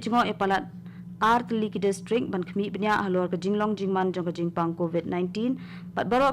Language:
Khasi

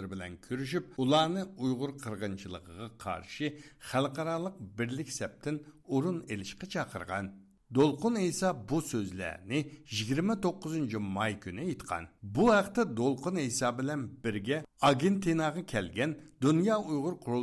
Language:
Uyghur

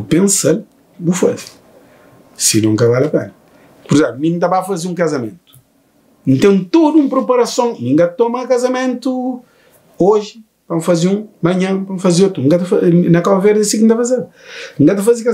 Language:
Kabuverdianu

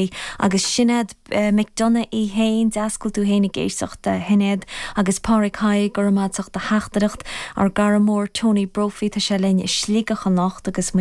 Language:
Irish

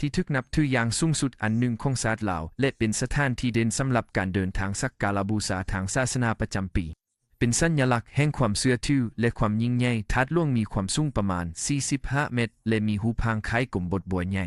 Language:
Lao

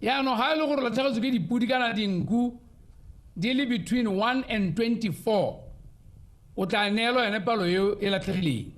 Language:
Tswana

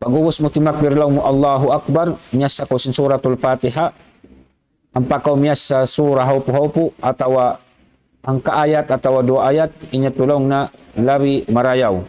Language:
Tausug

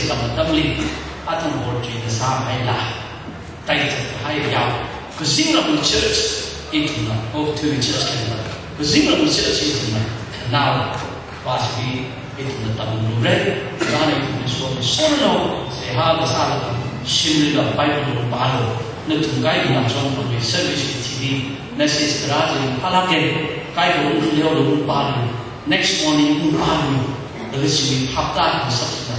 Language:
Tangkhul Naga (India)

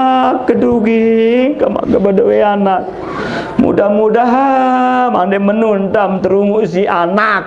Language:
Sasak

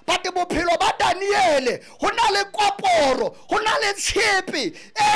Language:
Southern Sotho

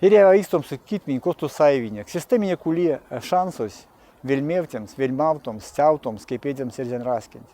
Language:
Erzya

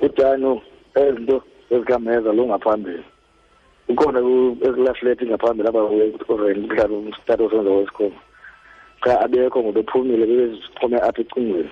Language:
Xhosa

